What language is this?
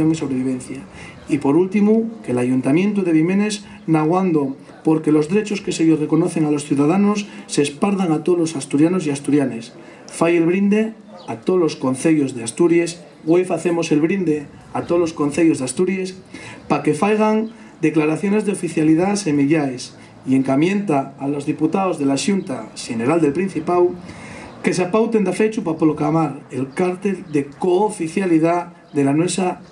Asturian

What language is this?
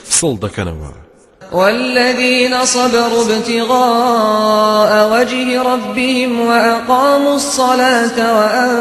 Central Kurdish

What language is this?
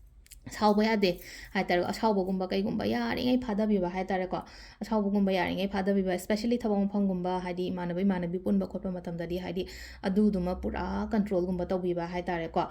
Manipuri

